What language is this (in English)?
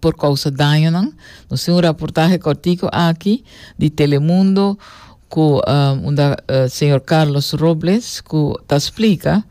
Papiamento